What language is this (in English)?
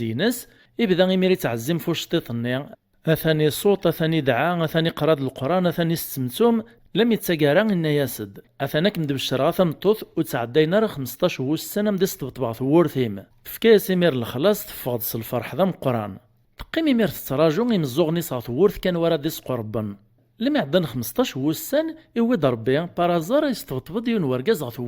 Kabyle